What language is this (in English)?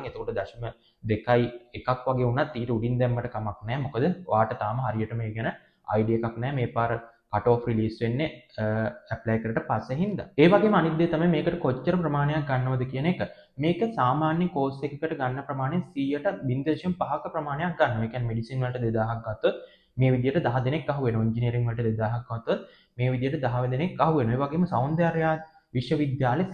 Sinhala